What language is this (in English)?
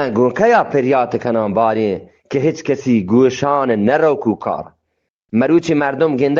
Eastern Balochi